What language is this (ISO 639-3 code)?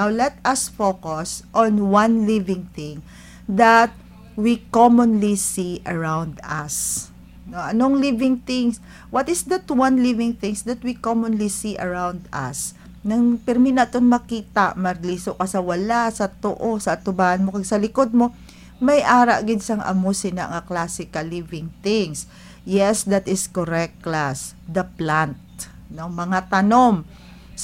hil